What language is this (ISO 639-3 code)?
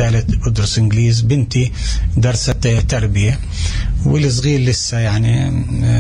apc